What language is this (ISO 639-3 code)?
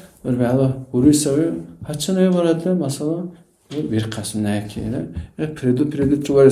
dar